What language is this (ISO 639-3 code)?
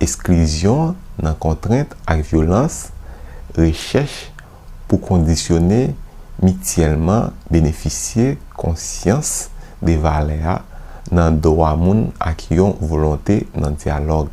hat